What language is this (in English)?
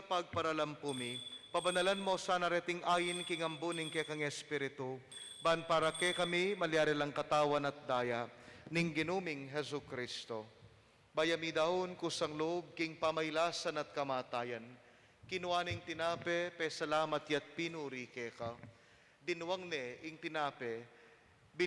Pampanga